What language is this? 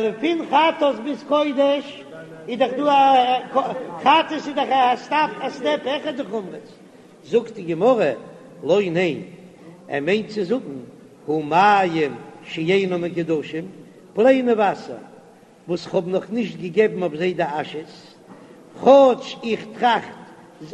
Yiddish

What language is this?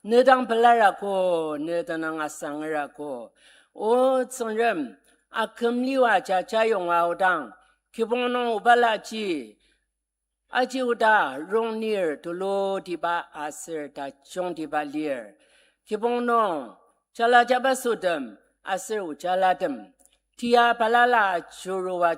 Ao Naga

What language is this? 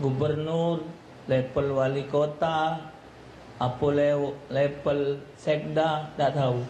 Musi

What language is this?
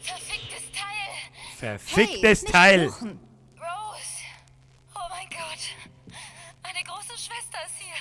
Bavarian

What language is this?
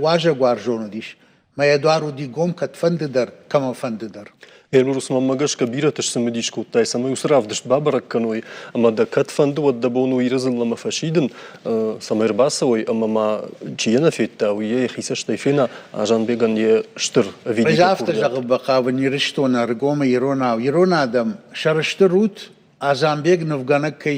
Ossetic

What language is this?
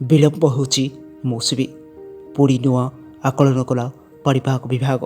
Odia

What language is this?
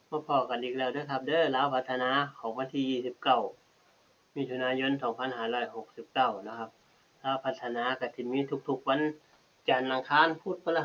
Northeastern Thai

